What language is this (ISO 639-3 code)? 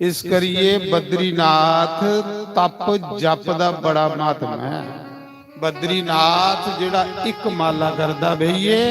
doi